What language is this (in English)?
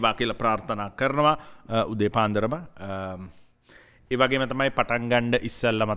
Sinhala